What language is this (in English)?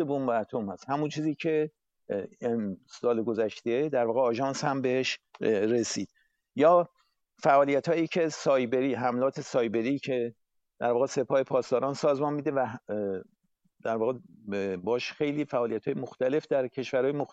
Persian